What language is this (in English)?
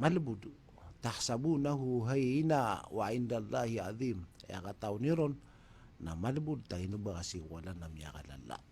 Maranao